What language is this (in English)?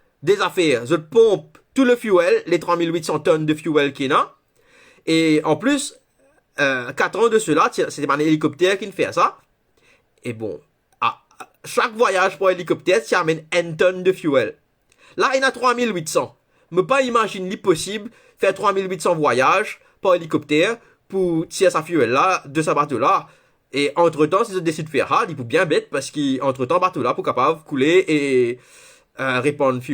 Morisyen